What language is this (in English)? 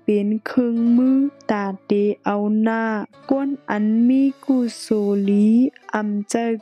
Shan